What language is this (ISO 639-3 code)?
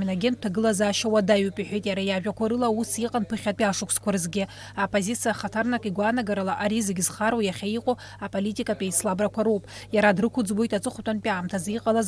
abk